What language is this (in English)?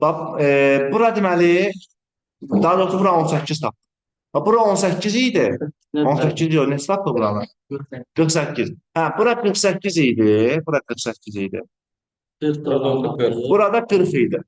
Azerbaijani